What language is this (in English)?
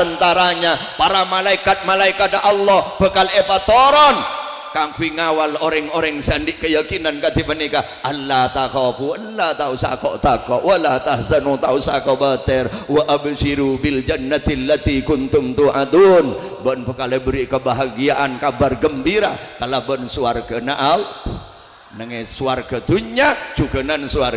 Madurese